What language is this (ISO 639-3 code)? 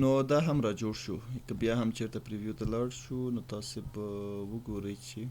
pus